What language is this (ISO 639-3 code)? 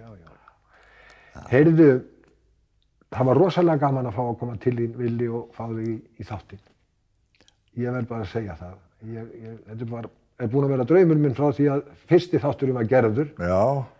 isl